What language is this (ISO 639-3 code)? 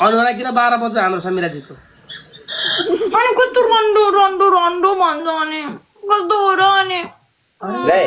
nep